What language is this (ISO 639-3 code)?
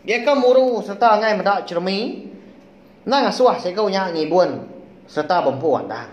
iba